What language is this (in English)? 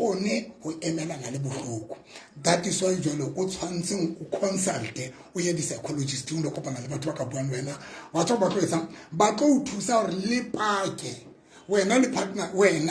Southern Sotho